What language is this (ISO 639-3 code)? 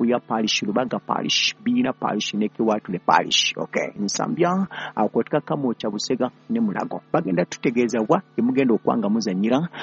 lug